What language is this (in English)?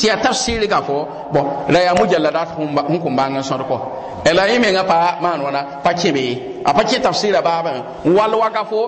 Mossi